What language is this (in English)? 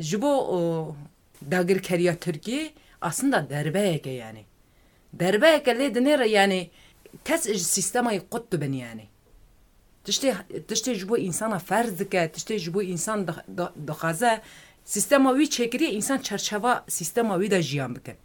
Kurdish